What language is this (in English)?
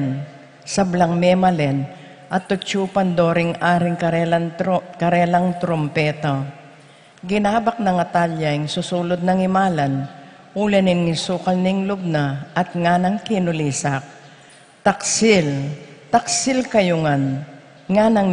Pampanga